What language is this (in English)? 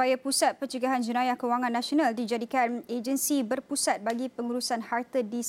Malay